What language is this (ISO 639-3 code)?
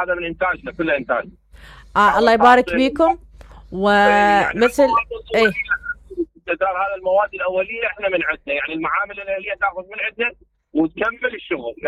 acm